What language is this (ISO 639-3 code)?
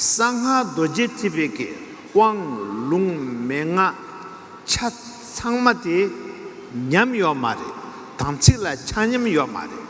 bod